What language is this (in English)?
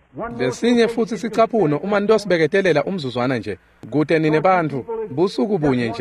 Swati